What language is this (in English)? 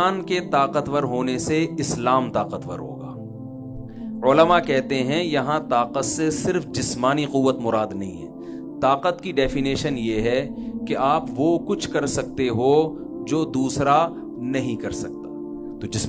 Urdu